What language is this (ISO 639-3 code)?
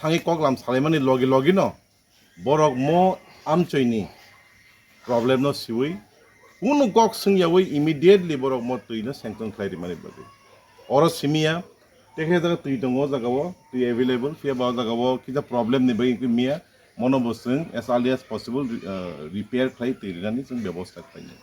trp